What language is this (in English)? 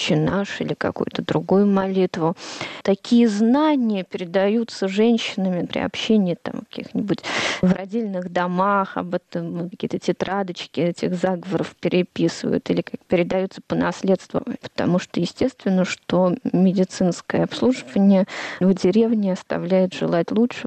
Russian